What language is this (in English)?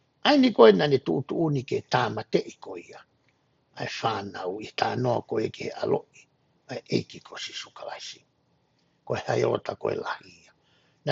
Tongan